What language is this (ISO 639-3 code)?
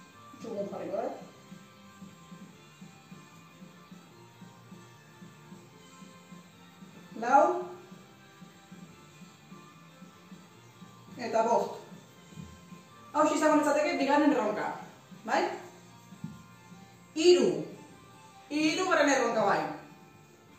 eus